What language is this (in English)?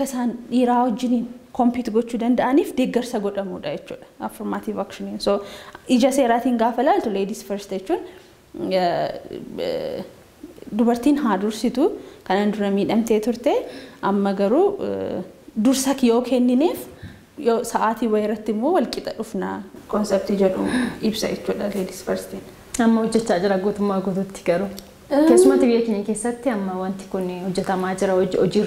Oromo